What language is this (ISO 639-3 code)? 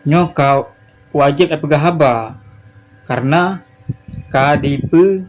ace